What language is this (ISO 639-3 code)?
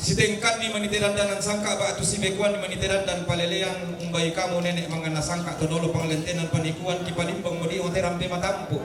sda